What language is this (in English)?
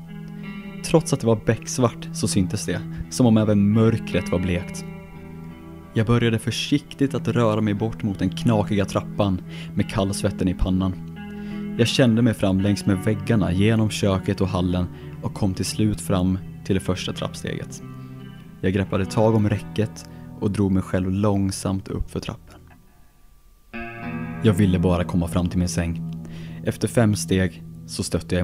Swedish